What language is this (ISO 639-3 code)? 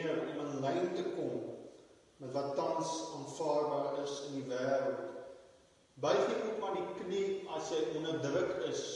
afr